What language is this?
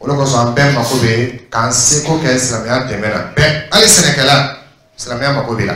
Dyula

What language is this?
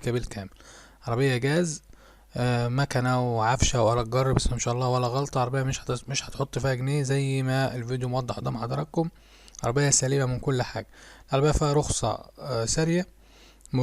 Egyptian Arabic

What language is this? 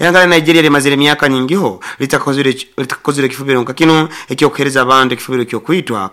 Nyoro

